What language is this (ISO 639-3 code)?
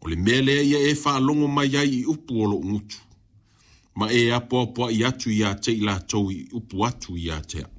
smo